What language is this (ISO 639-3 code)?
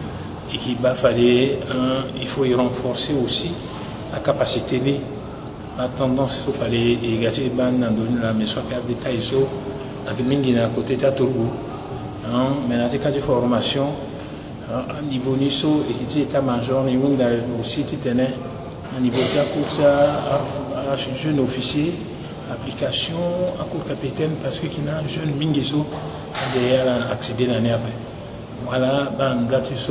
sag